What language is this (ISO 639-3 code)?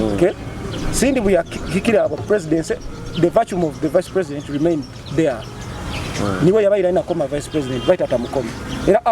nyo